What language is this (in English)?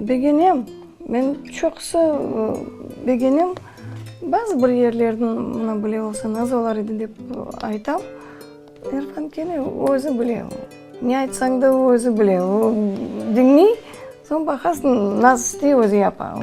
Crimean Tatar